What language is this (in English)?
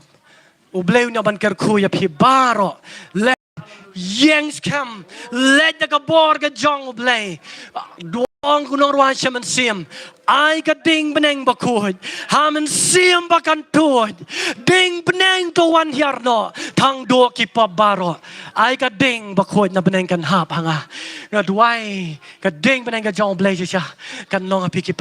Khasi